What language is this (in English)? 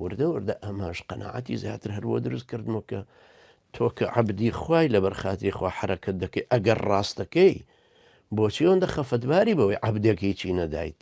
Central Kurdish